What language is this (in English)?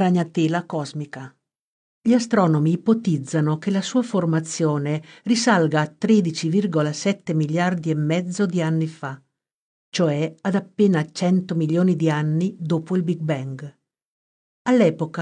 Italian